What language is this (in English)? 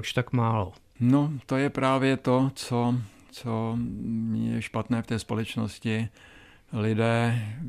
Czech